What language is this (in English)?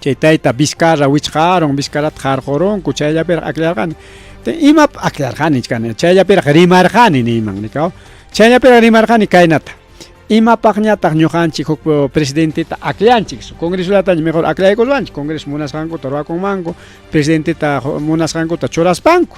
Ayacucho Quechua